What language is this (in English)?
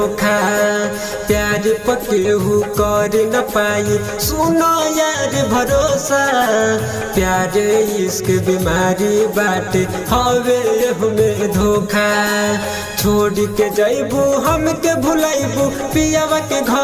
Bhojpuri